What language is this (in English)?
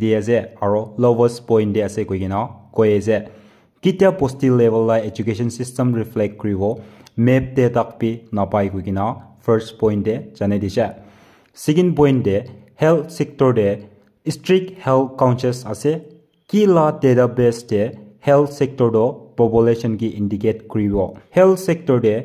Naga Pidgin